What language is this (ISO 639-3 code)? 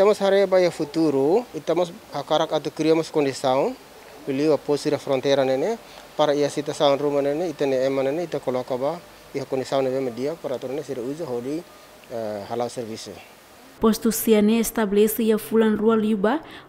tet